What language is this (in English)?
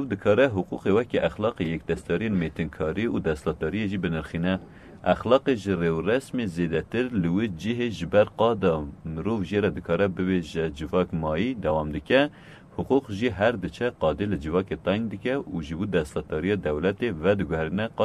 Kurdish